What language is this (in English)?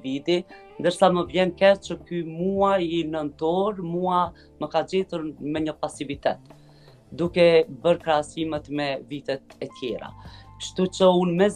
Albanian